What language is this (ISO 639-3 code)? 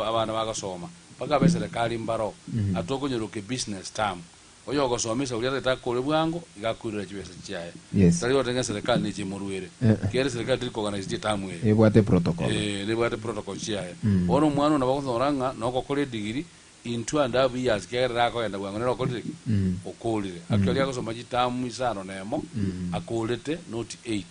guz